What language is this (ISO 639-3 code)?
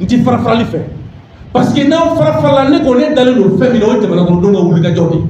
bam